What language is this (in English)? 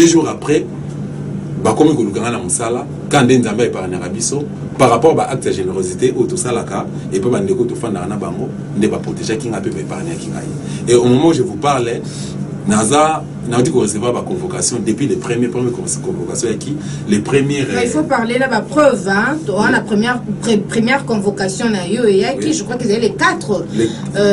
Lingala